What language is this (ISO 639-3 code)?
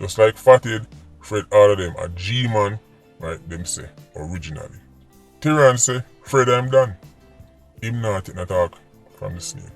jam